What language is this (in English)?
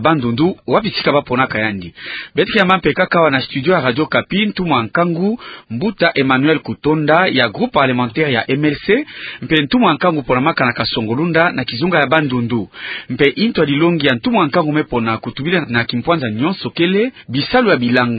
Kituba (Democratic Republic of Congo)